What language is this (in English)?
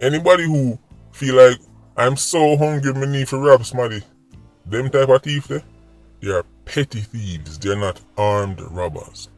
Jamaican Creole English